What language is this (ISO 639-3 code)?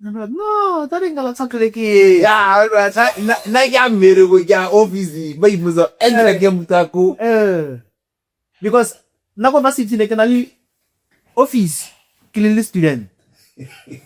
tsn